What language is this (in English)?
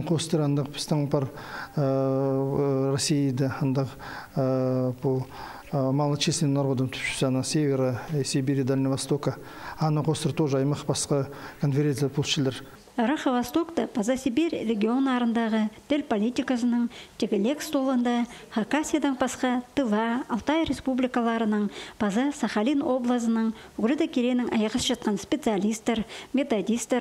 Khakas